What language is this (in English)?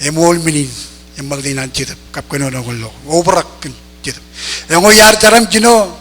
Marshallese